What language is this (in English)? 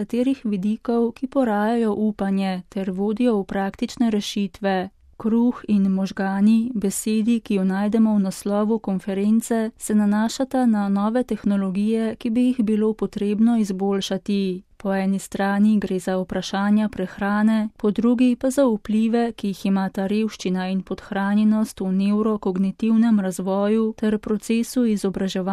Slovenian